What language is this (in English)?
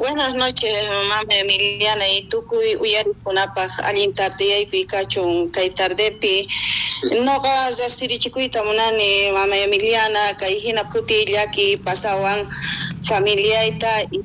South Bolivian Quechua